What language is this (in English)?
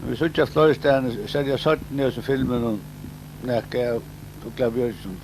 Faroese